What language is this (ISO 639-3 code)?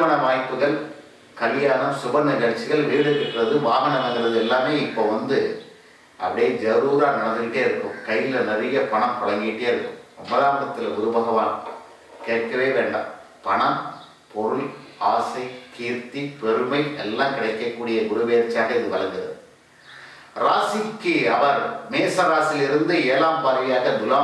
tam